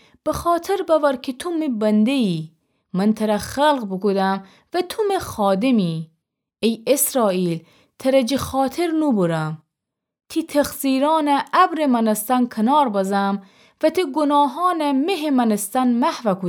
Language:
Gilaki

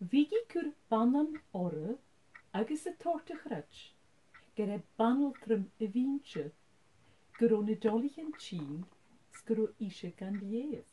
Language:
Scottish Gaelic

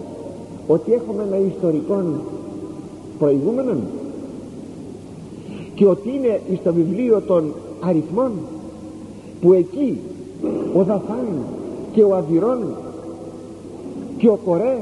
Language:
Greek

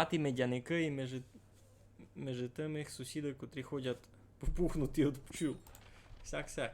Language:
Rusyn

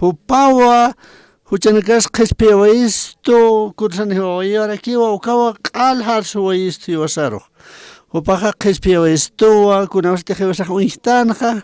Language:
Aymara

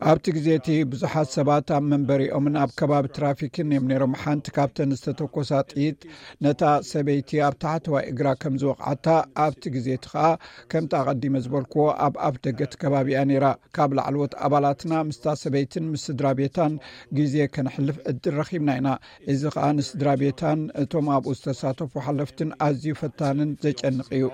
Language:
Tigrinya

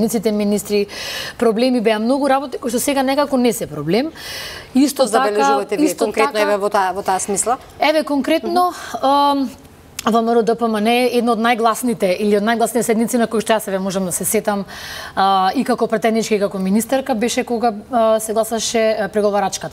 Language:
Macedonian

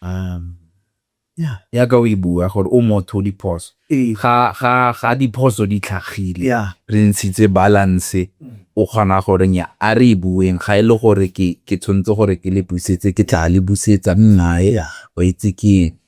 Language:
Tswana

